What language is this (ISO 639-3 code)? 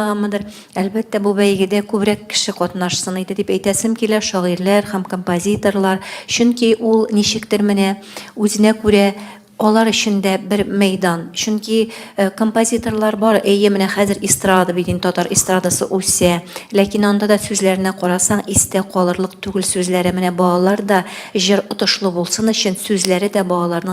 tat